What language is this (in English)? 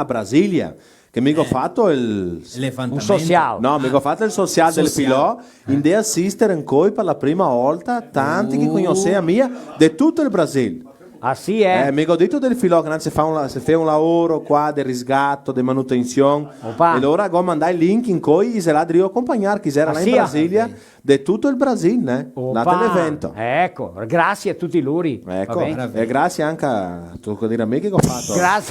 Venetian